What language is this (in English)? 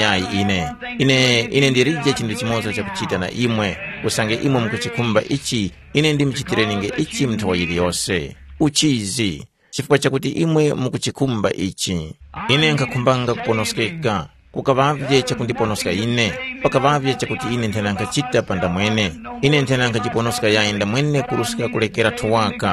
Tumbuka